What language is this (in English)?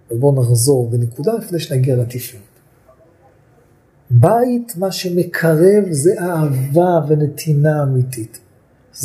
Hebrew